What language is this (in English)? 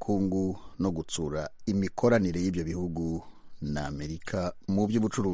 Kinyarwanda